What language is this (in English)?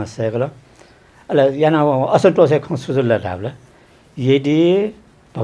Newari